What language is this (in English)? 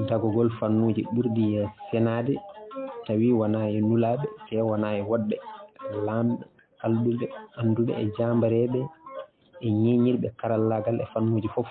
Fula